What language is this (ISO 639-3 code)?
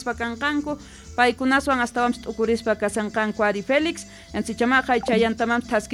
que